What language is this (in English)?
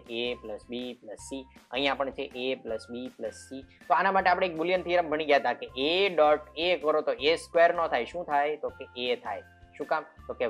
Gujarati